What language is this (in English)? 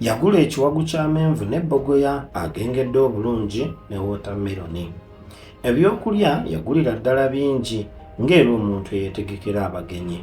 Ganda